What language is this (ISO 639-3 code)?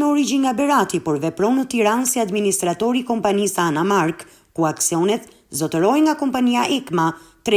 sqi